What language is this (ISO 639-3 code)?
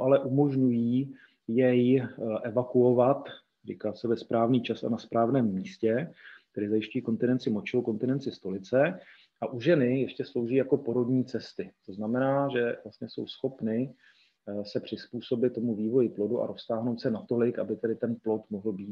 ces